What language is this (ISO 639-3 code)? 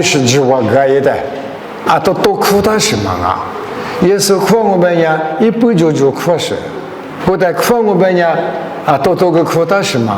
lis